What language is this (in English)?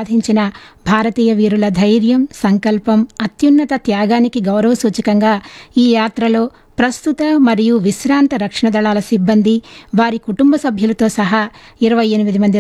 Telugu